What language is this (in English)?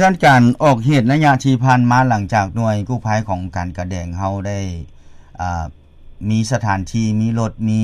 Lao